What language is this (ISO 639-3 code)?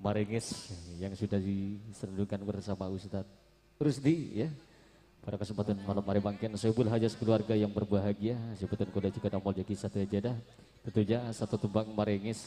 mad